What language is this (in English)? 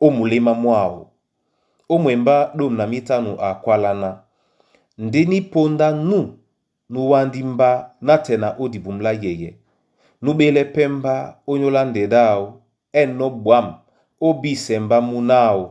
Duala